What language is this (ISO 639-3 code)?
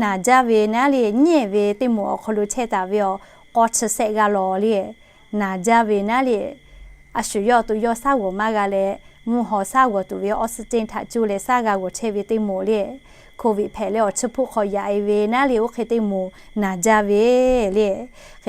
lhu